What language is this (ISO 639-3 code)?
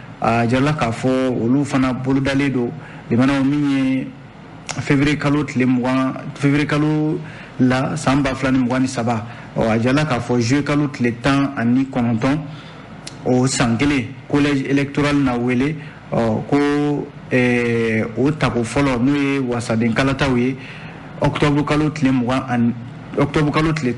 bam